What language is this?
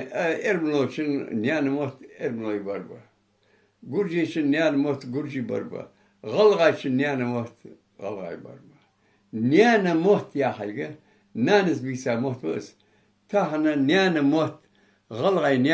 Ingush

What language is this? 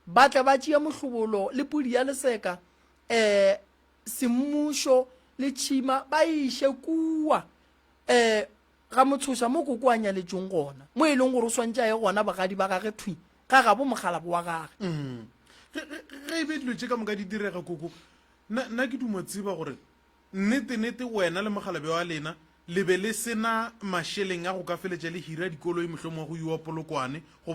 Northern Sotho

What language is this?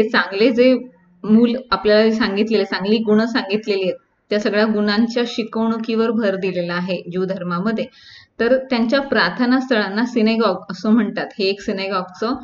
Marathi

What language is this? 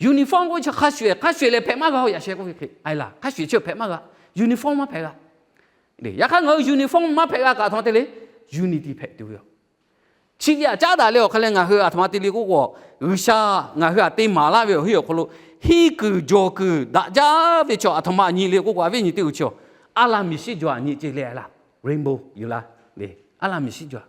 Lahu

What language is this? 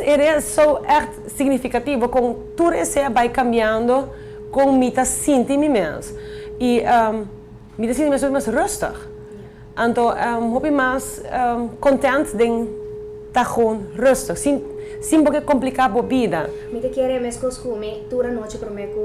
Papiamento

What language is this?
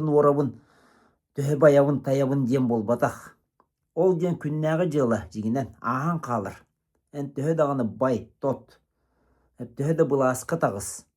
Yakut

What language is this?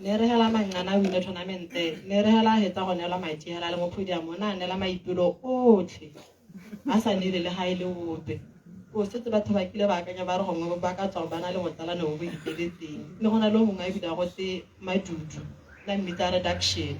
Tswana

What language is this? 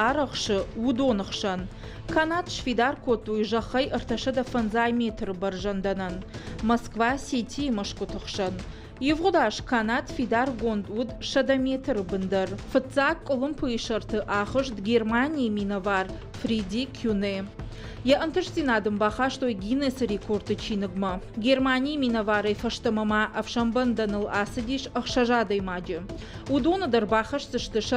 Ossetic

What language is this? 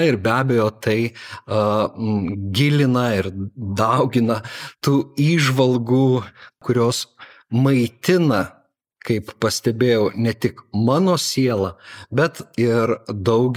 Lithuanian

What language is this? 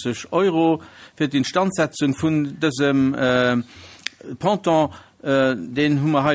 Luxembourgish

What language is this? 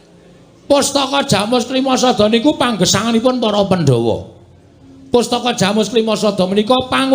Javanese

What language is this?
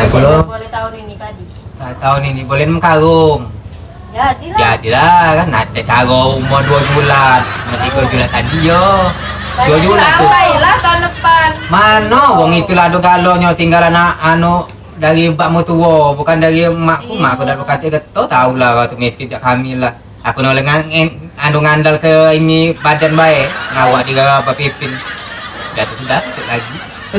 Musi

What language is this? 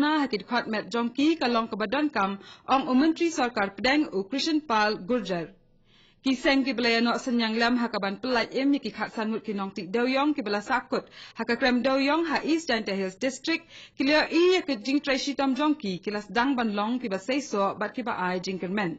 Khasi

